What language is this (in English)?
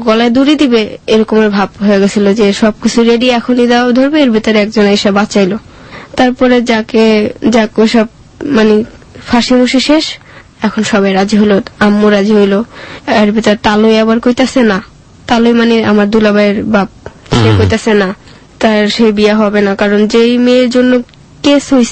Bangla